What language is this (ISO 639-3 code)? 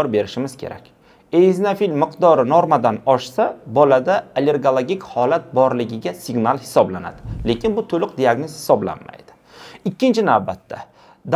uzb